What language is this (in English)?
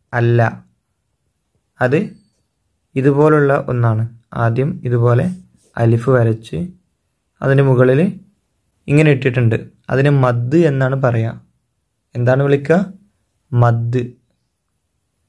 Malayalam